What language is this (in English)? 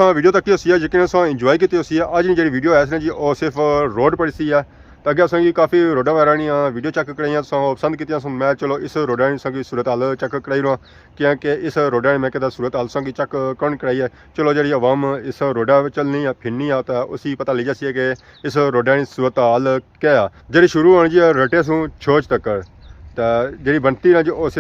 Pahari-Potwari